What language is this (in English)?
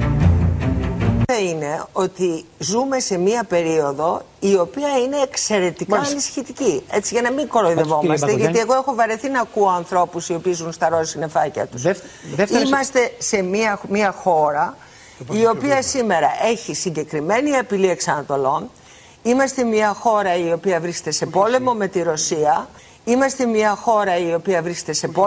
Greek